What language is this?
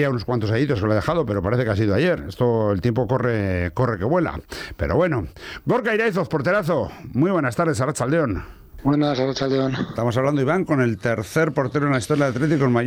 Spanish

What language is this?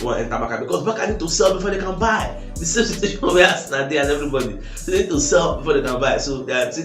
Nigerian Pidgin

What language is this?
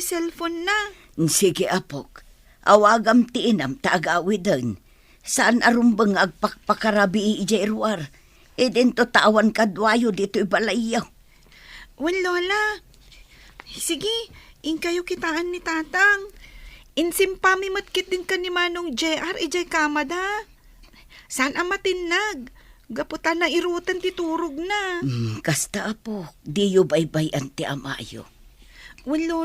Iloko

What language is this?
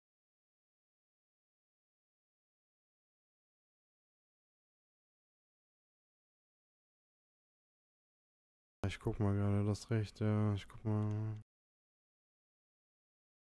German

